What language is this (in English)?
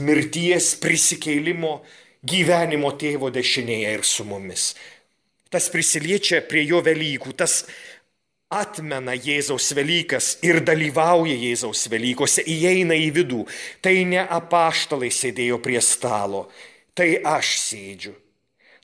Lithuanian